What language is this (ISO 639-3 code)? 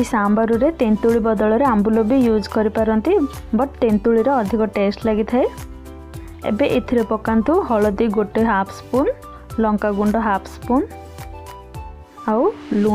ori